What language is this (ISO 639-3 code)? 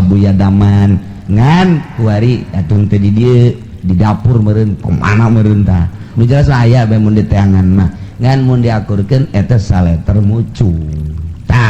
sun